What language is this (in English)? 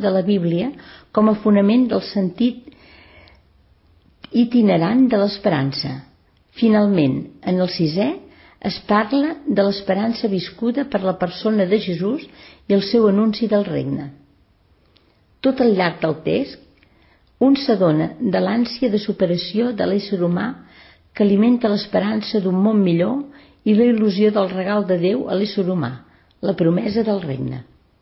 Catalan